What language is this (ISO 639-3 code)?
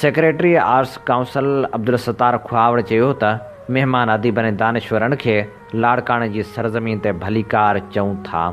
snd